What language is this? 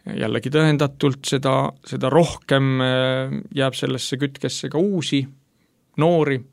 Estonian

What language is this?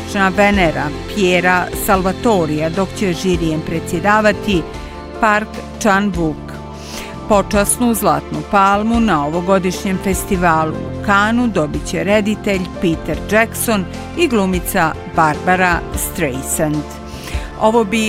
Bosnian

